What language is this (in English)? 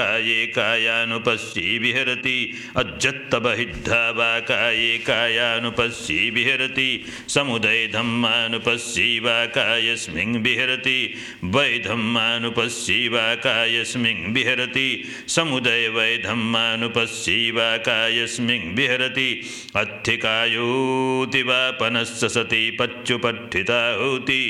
Pali